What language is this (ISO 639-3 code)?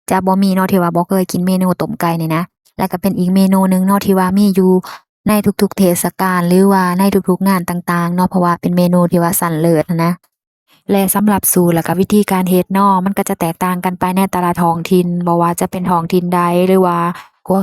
lao